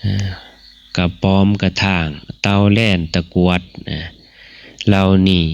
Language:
Northeastern Thai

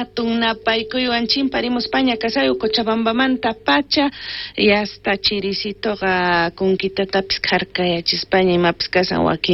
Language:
South Bolivian Quechua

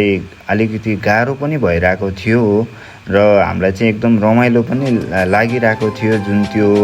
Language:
Nepali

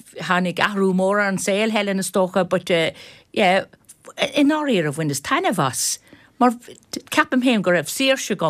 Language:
Irish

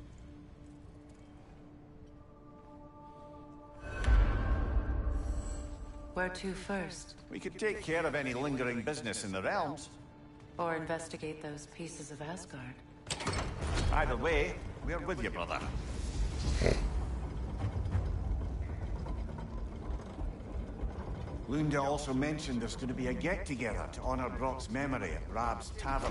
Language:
English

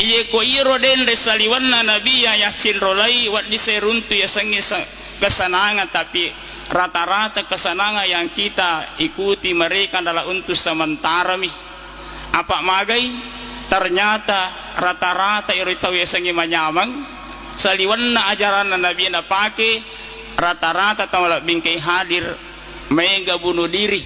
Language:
Buginese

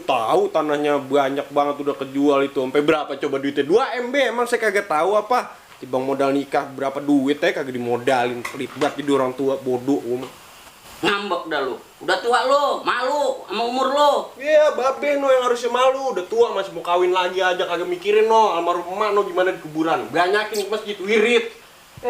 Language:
Betawi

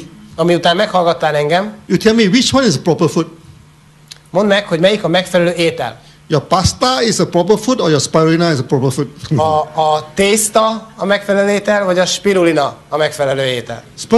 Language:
Hungarian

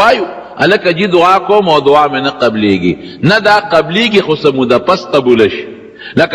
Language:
Pashto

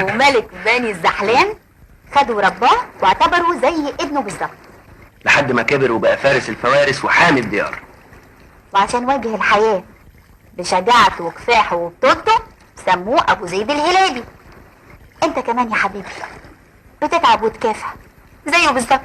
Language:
Egyptian Arabic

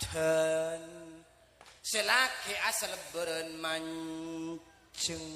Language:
Madurese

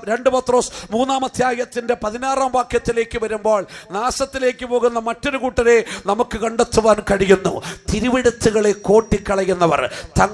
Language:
Malayalam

